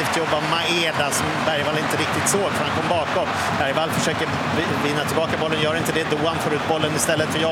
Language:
Swedish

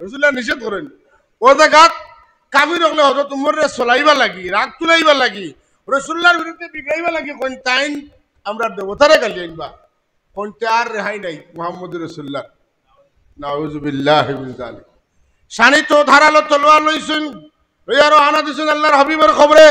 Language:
Sylheti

